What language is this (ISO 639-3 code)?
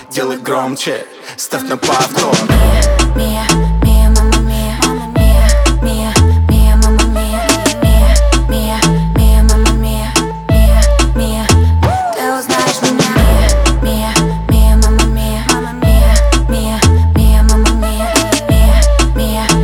rus